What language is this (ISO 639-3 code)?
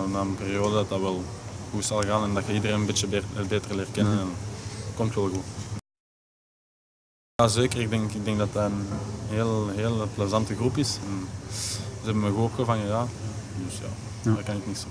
nld